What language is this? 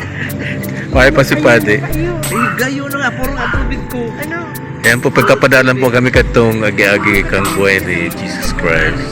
Bikol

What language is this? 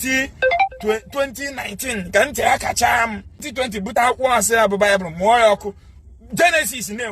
Igbo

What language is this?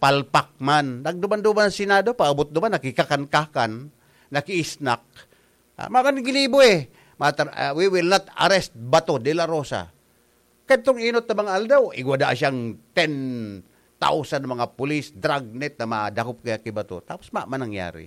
Bikol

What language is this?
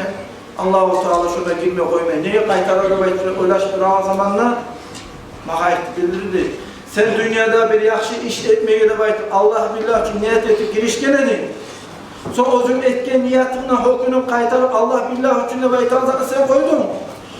Kumyk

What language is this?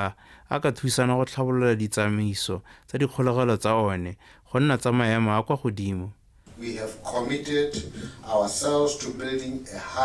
Tswana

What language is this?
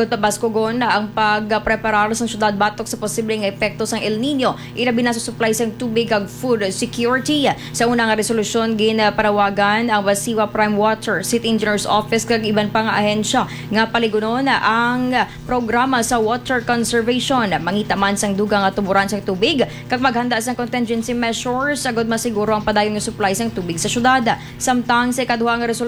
Hiligaynon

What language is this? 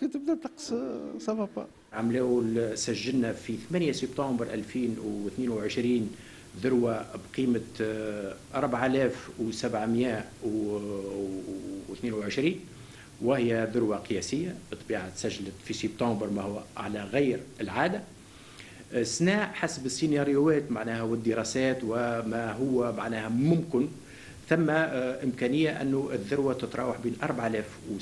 Tunisian Arabic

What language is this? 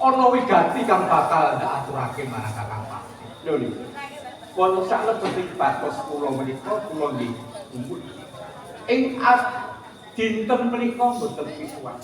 Javanese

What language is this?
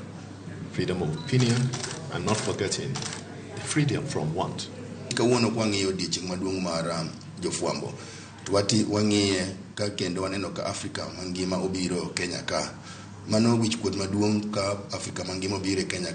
Luo (Kenya and Tanzania)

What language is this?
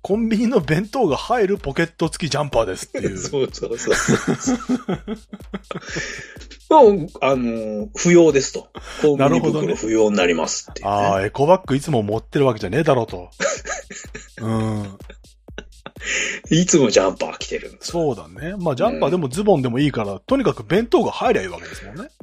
Japanese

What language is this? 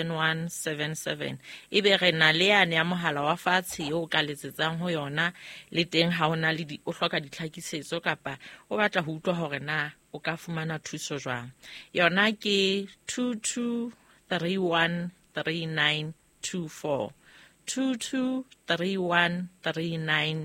Southern Sotho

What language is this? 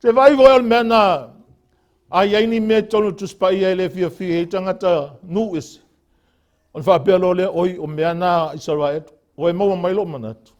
Samoan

